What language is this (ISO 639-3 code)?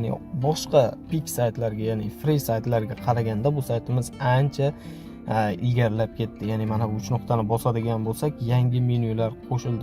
uzb